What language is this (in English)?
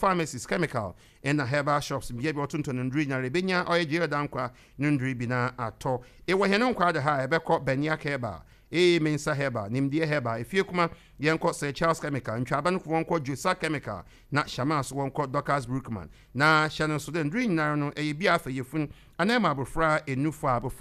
Akan